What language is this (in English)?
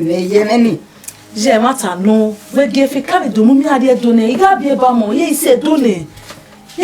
Bini